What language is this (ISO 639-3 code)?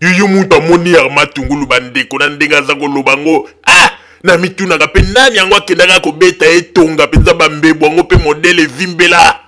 lin